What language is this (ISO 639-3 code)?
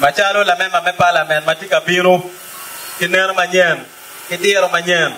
ach